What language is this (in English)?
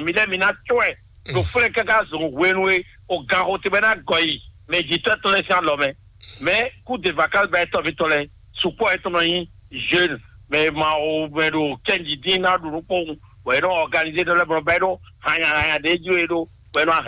Fon